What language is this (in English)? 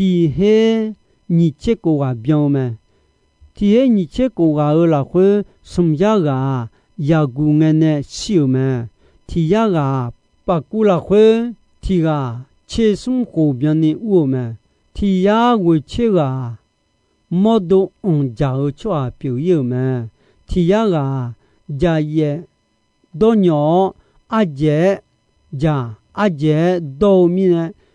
Akha